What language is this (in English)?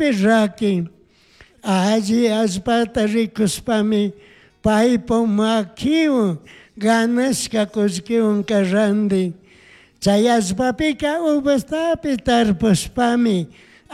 Chimborazo Highland Quichua